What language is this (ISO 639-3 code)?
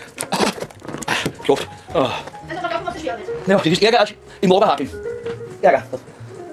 bar